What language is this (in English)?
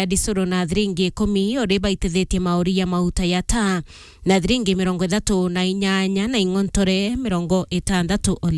Meru